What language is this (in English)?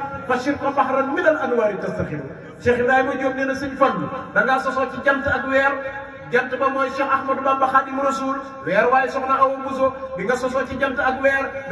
Wolof